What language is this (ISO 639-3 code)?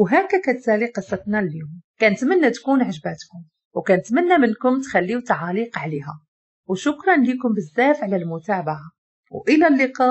ary